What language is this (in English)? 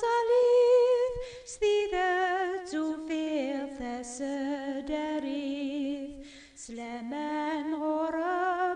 Kabyle